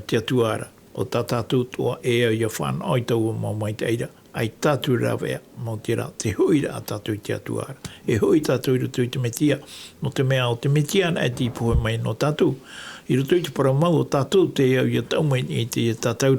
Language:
Tahitian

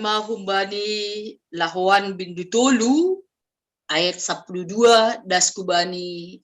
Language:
Batak Simalungun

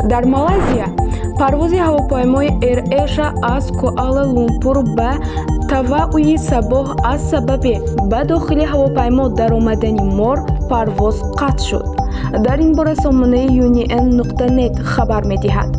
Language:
Tajik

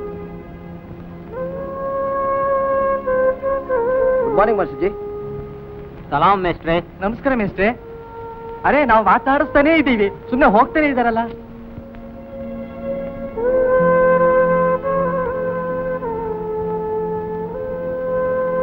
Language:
Kannada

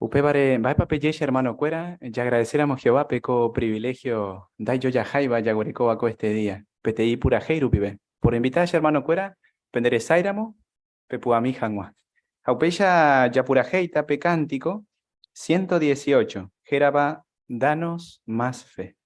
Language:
Guarani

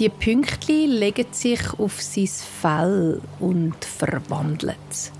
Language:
Swiss German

